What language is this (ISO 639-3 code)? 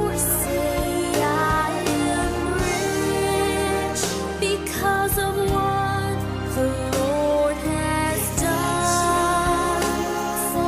hil